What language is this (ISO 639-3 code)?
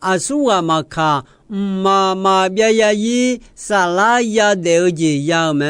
ahk